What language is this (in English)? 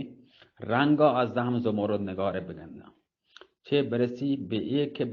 Eastern Balochi